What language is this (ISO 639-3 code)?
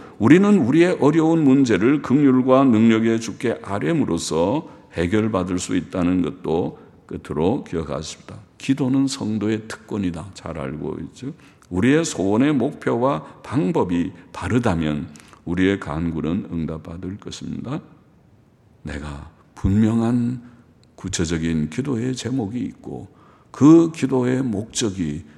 kor